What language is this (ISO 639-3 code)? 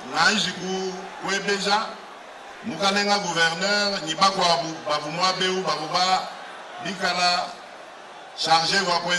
lua